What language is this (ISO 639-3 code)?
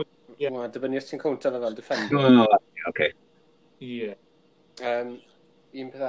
cym